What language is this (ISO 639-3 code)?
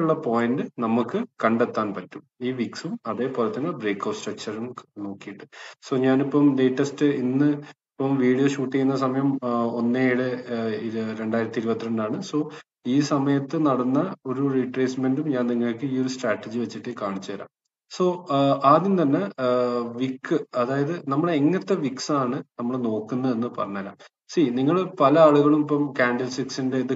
mal